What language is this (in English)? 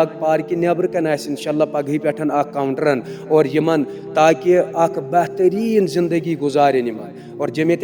Kashmiri